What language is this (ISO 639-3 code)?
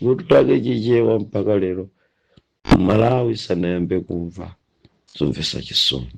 nya